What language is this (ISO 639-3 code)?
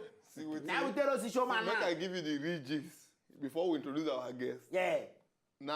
pcm